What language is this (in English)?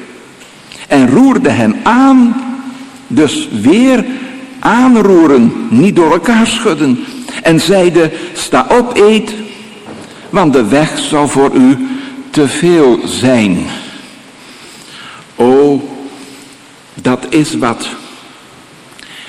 Dutch